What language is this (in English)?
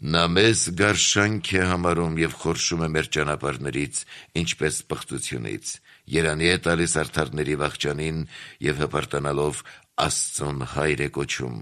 Armenian